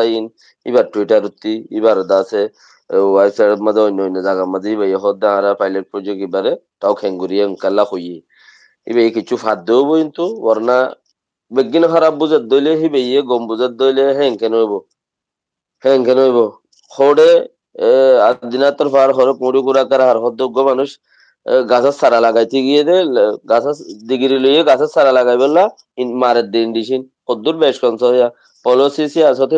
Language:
Rohingya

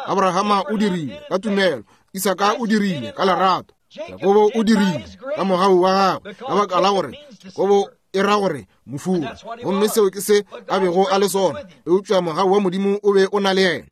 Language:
Northern Sotho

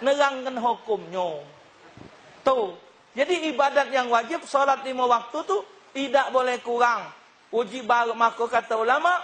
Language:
Musi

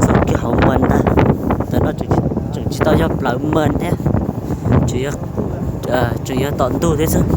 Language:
Hmong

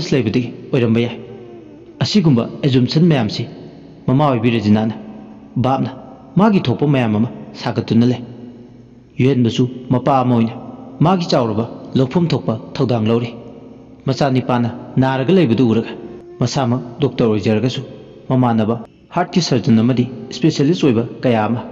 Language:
Manipuri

